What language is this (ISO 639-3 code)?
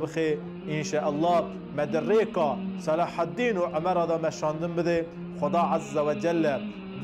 kur